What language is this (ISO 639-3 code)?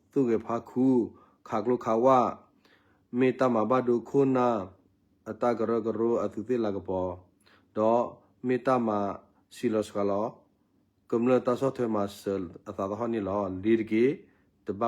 ksw